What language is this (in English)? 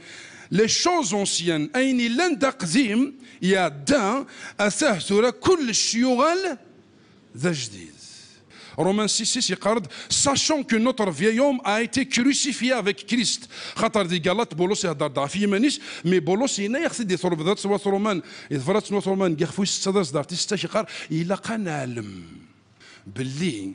Kabyle